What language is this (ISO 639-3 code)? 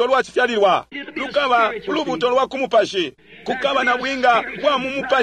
bem